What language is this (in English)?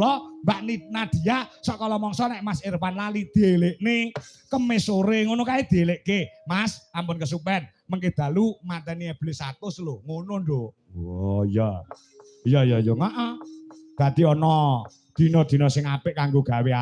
Javanese